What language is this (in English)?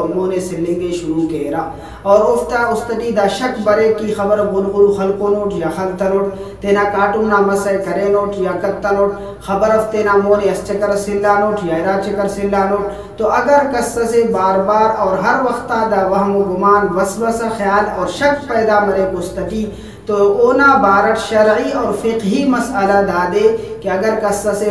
Brahui